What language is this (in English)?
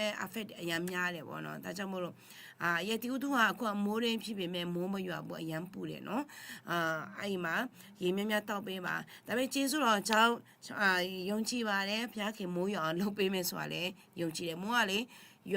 Akha